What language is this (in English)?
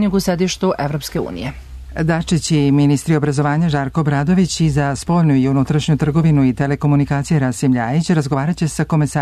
Serbian